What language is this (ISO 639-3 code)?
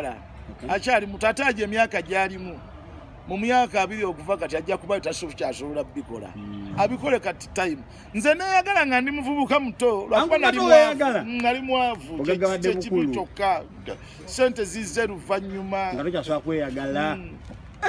lug